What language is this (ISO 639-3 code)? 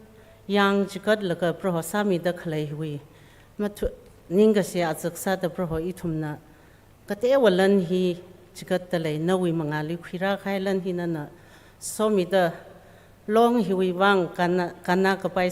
nmf